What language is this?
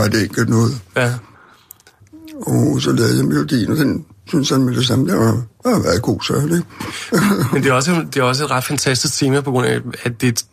Danish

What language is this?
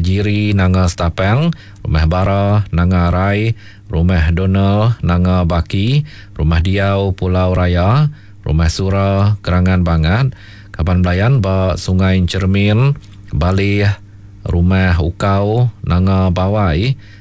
Iban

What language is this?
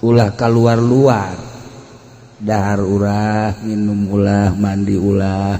Sundanese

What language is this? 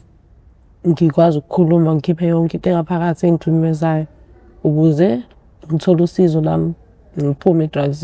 Zulu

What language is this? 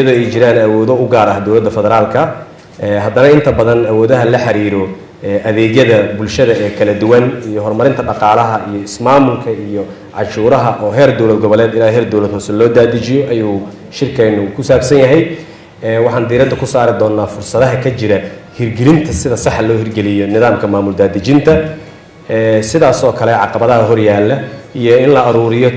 Somali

